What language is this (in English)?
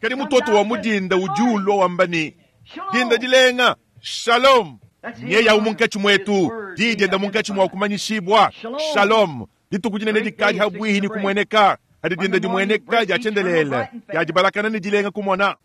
Luba-Lulua